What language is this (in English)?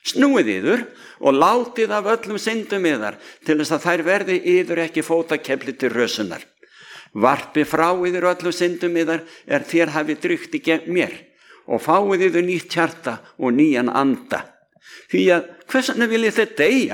Icelandic